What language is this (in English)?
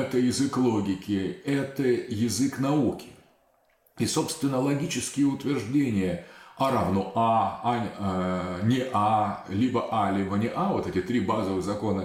Russian